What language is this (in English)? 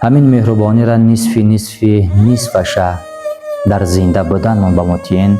Tajik